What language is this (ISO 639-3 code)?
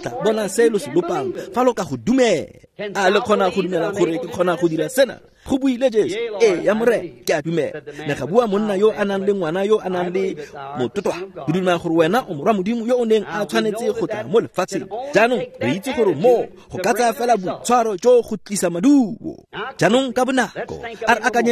tsn